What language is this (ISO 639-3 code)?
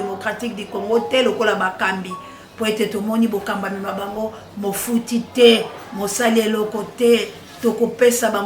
lin